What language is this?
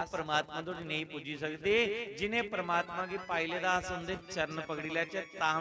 Dogri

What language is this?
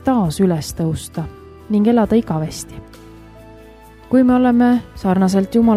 Estonian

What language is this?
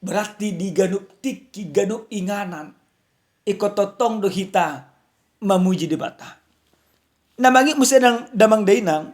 Batak Toba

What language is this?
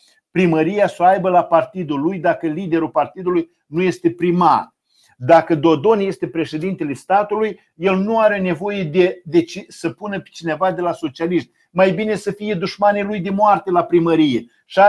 Romanian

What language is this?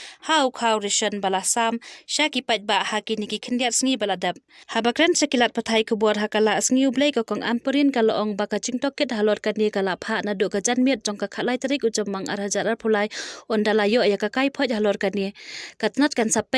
Khasi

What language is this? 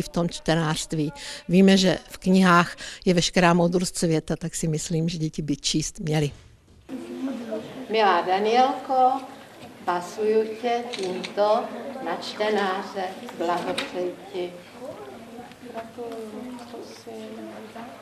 Czech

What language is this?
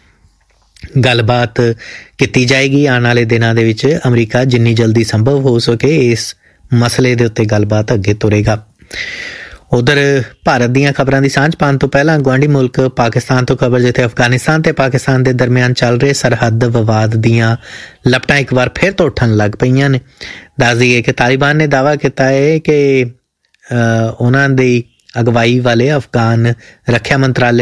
Punjabi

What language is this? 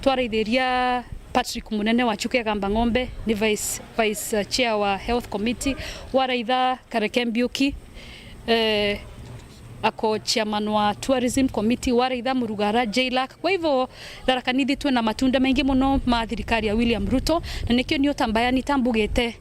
Meru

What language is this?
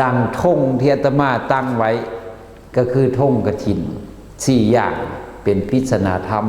Lao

